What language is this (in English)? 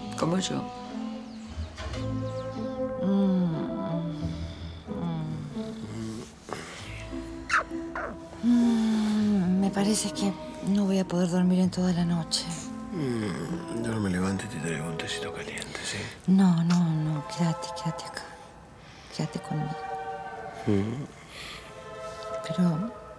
Spanish